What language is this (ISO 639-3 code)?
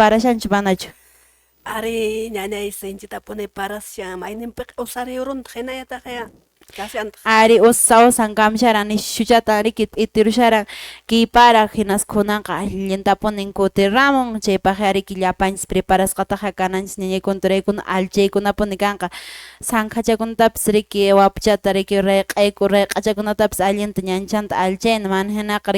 que